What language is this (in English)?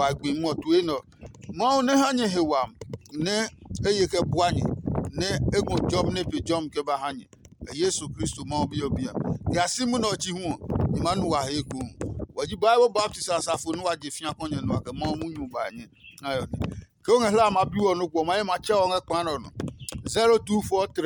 Adangme